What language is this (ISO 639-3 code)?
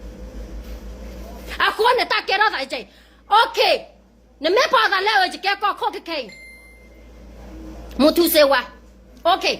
ksw